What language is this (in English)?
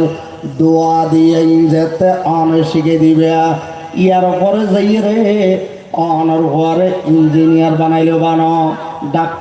Rohingya